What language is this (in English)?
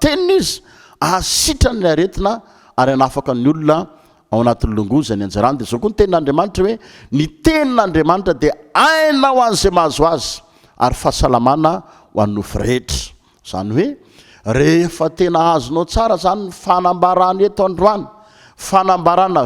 Malagasy